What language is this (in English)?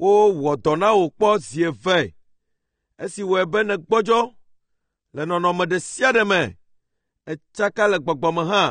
Ewe